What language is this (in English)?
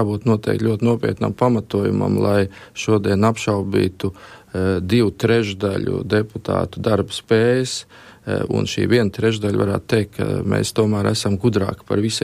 Latvian